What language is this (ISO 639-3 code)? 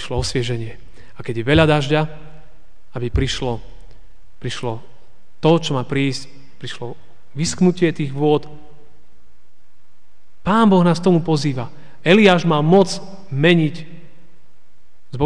slk